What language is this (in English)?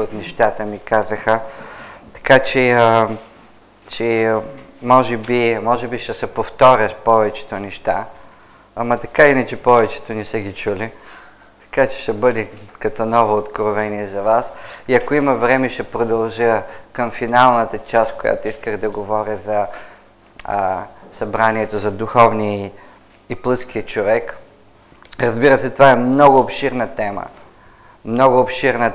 Bulgarian